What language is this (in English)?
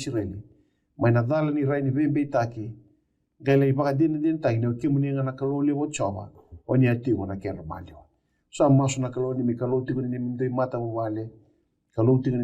Fijian